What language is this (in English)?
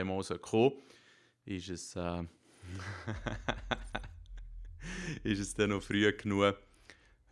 Swiss German